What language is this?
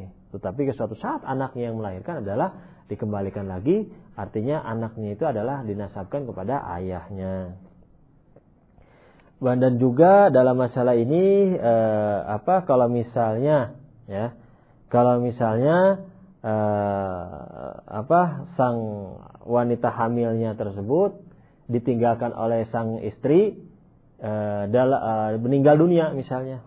Indonesian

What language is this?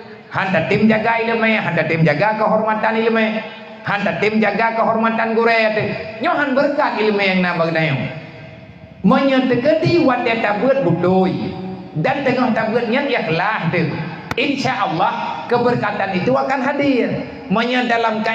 Achinese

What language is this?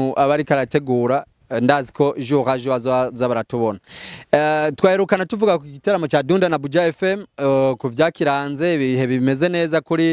Rundi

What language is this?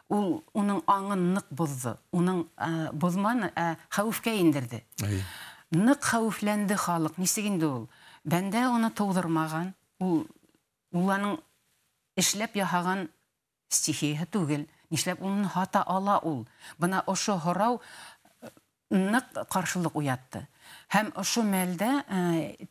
Bashkir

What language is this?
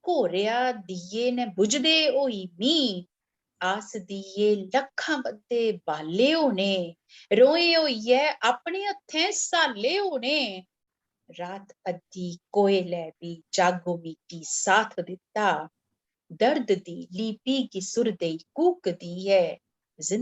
Dogri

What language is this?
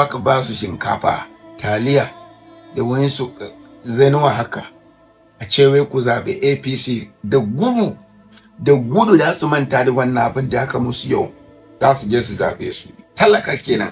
Hausa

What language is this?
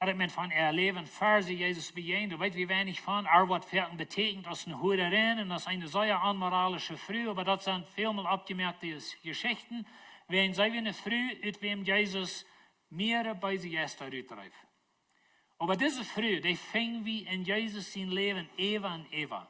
Plautdietsch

